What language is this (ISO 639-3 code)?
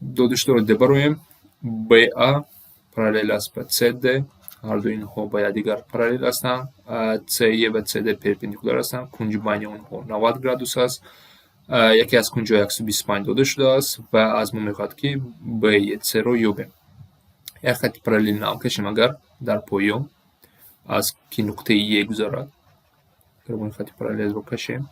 tgk